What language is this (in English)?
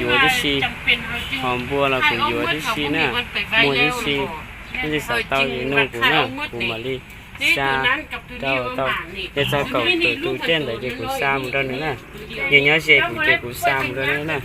Hmong